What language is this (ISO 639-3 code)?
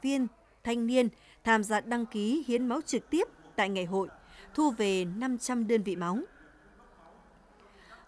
vie